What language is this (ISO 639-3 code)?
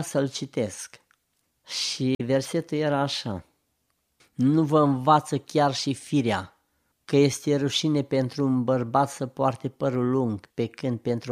ron